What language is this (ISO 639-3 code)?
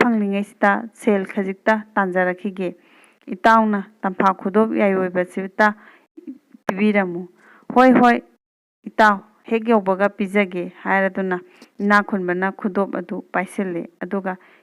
mni